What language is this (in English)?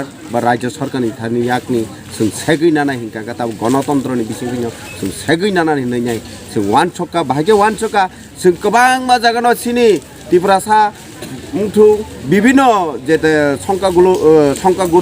Kok Borok